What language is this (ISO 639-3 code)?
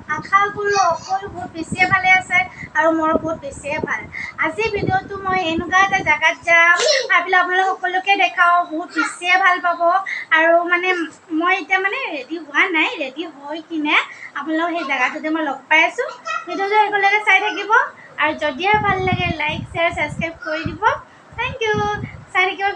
asm